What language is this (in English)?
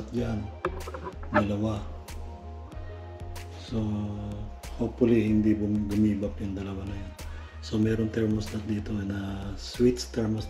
Filipino